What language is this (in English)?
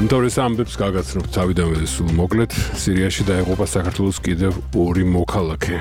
Georgian